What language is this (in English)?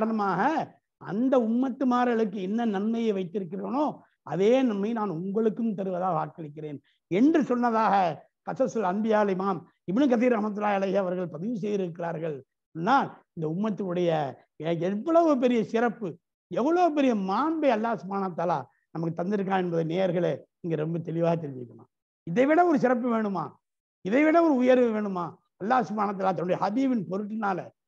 Tamil